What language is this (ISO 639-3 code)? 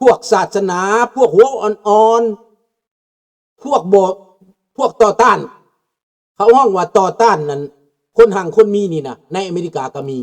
lao